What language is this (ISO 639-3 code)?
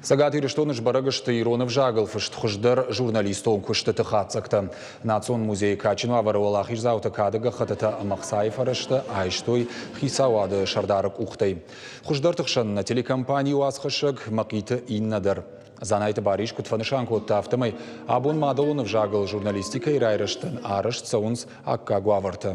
oss